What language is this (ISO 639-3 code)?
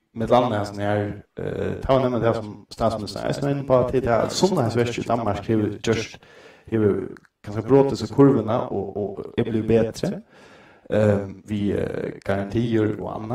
fao